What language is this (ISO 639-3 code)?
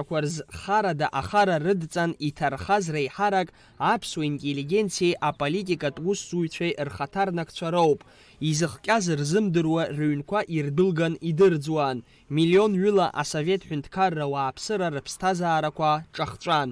abk